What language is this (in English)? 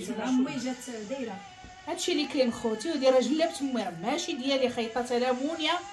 Moroccan Arabic